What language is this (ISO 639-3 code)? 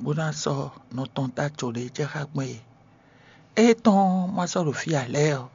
fon